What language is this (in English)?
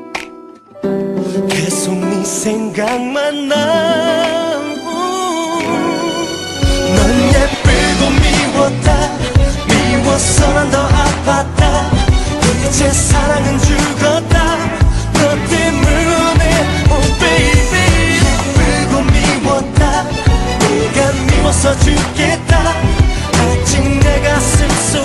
Korean